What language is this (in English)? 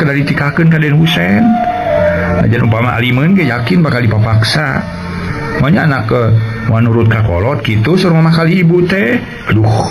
Sundanese